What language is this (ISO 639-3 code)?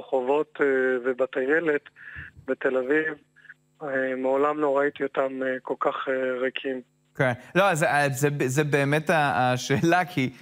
heb